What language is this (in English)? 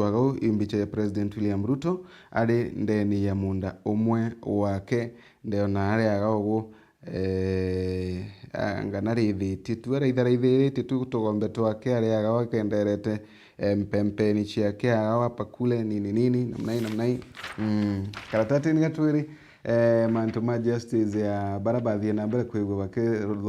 Meru